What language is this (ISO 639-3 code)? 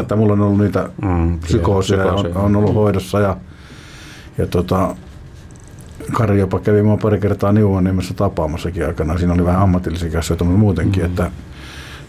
fin